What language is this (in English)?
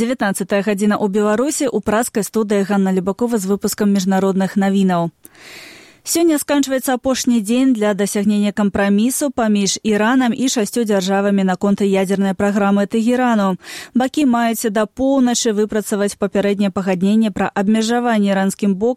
Belarusian